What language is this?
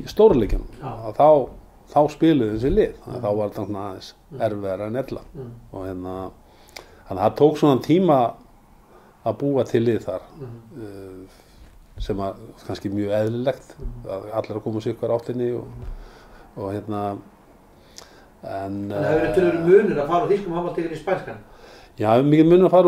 Icelandic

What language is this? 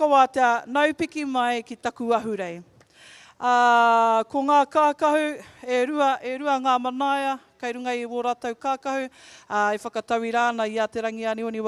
Māori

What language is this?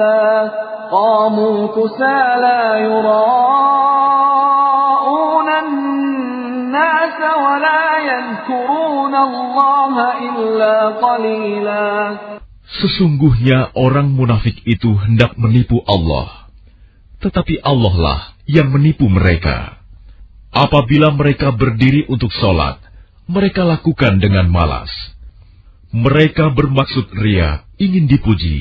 Indonesian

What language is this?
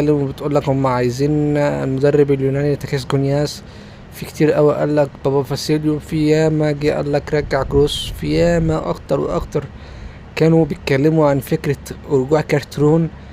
Egyptian Arabic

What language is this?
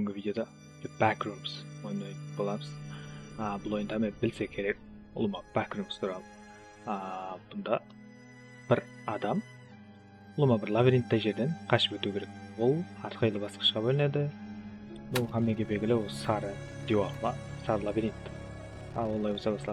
Kara-Kalpak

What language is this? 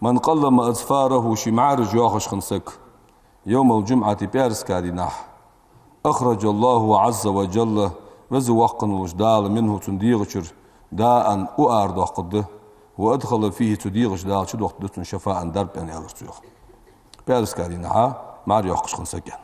Ingush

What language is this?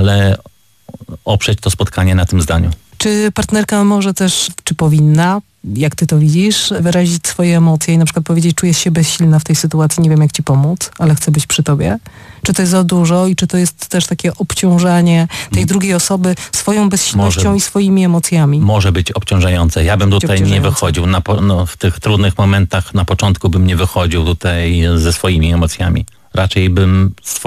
Polish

